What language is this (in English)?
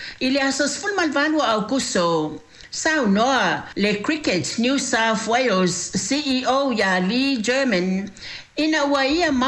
Samoan